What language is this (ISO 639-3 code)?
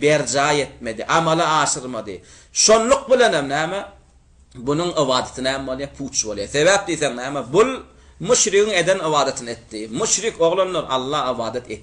tuk